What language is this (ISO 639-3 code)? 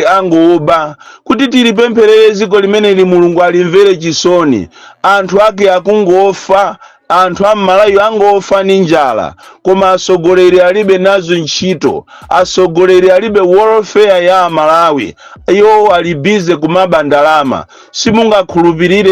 nya